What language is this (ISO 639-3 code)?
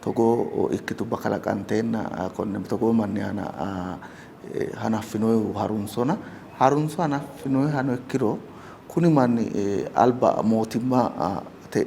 sid